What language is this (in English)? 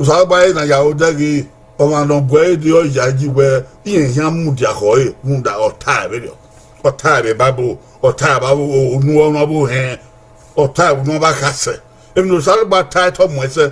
Bini